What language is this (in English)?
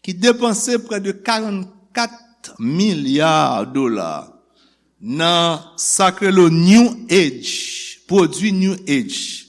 Haitian Creole